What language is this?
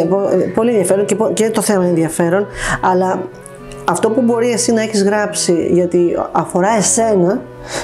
Greek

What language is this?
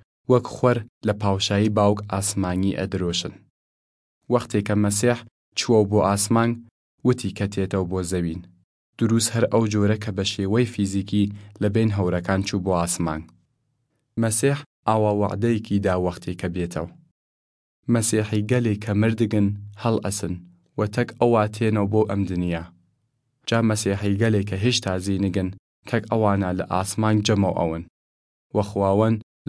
Southern Kurdish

